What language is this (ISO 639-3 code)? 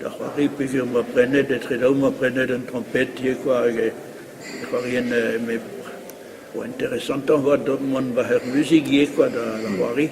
bre